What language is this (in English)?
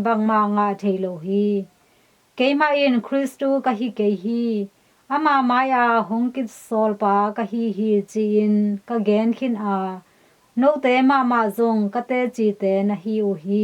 Tedim Chin